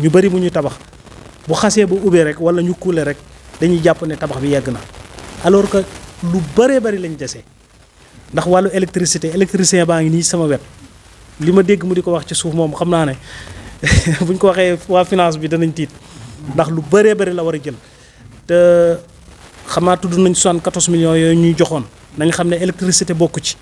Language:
Wolof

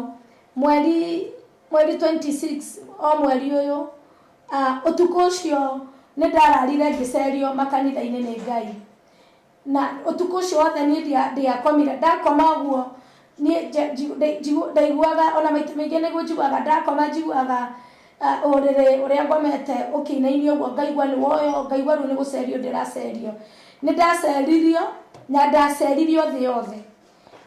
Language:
Kikuyu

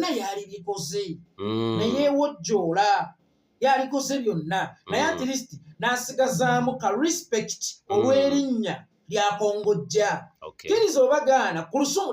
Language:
Ganda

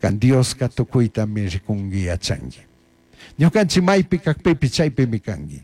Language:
Chimborazo Highland Quichua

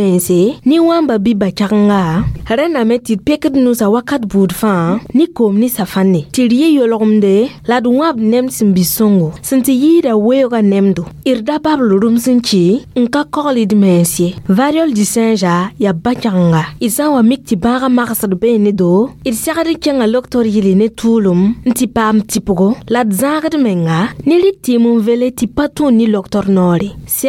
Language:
Mossi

